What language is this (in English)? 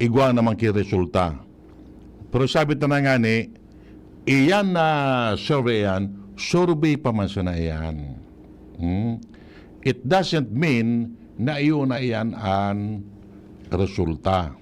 Bikol